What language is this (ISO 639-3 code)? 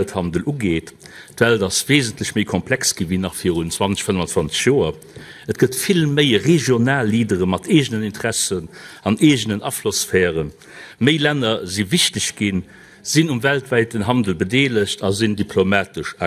ltz